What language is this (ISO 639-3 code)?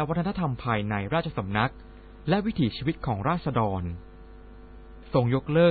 tha